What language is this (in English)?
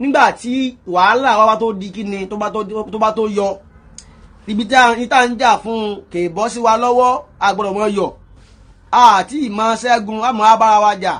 Yoruba